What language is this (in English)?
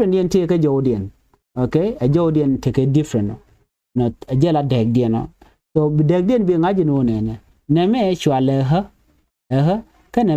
Nuer